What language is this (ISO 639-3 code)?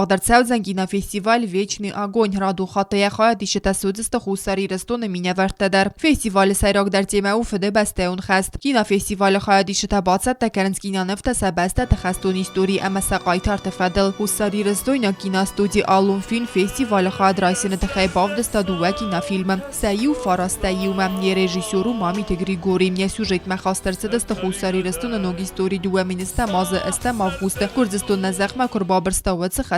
oss